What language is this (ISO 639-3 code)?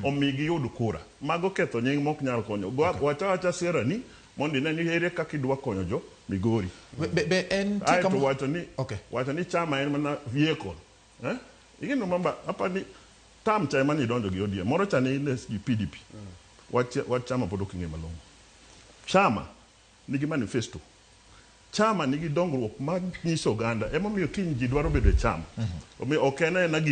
luo